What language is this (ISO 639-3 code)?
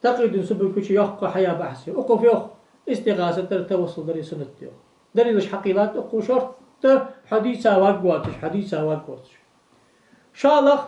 inh